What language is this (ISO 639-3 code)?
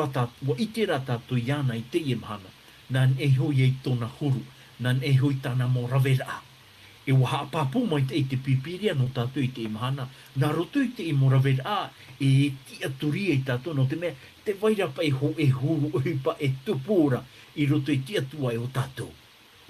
tah